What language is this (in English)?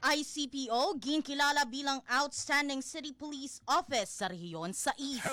Hiligaynon